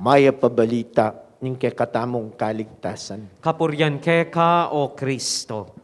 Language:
Pampanga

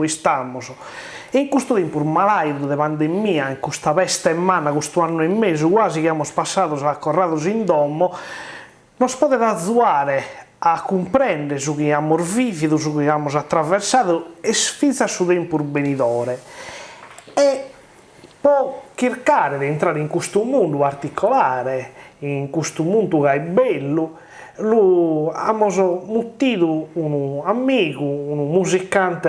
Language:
Sardinian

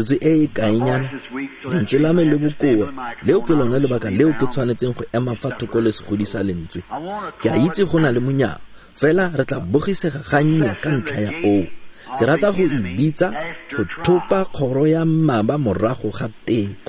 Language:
Tswana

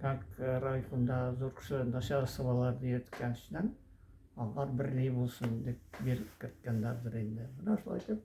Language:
Tatar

